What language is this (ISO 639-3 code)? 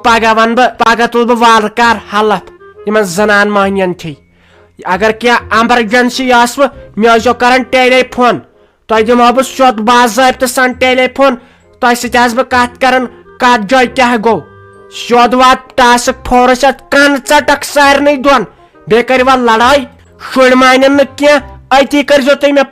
kas